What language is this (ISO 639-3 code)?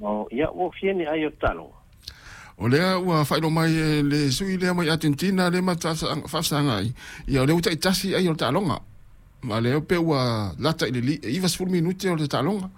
smo